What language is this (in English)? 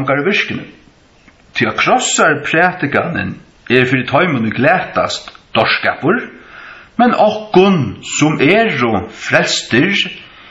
Faroese